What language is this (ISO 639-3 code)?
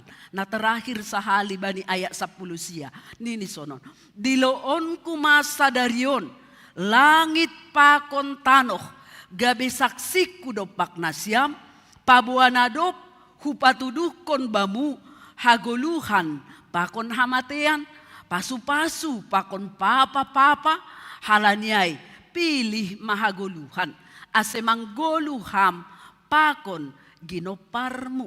bts